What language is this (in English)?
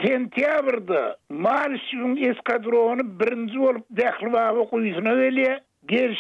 Turkmen